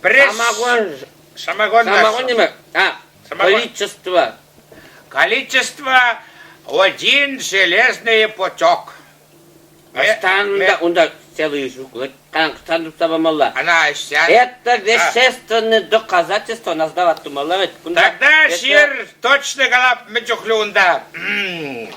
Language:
Chuvash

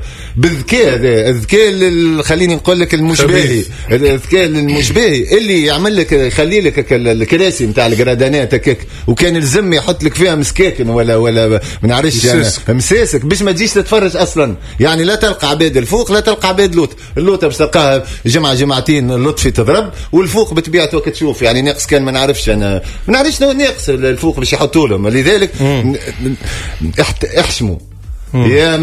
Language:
Tunisian Arabic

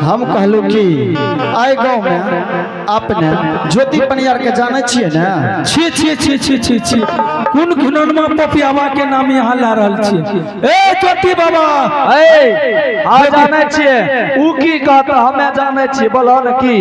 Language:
Angika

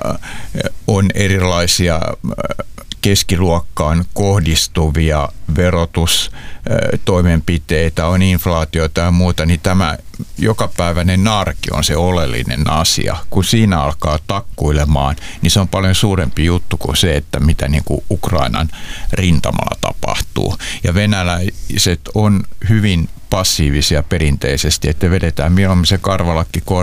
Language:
Finnish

